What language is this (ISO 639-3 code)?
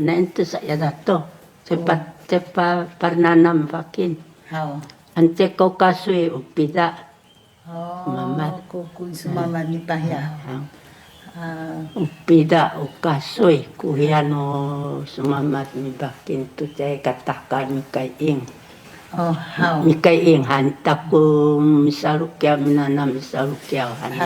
szy